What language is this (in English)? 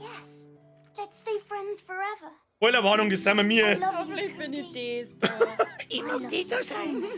Bavarian